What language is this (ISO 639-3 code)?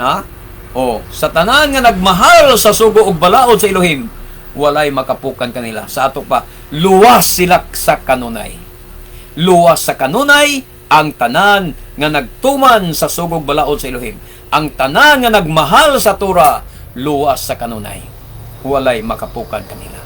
ceb